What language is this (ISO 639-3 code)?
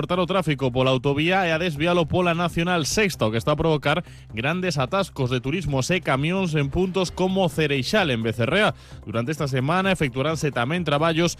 glg